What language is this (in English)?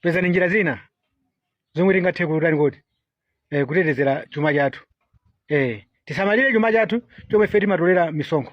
Nyanja